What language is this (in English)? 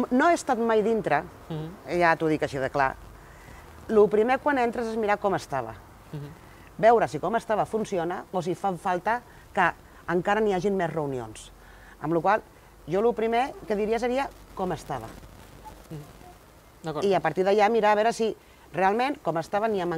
Catalan